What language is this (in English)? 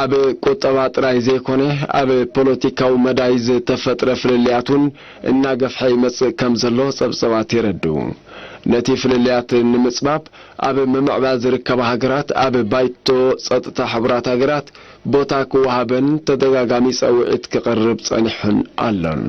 Tigrinya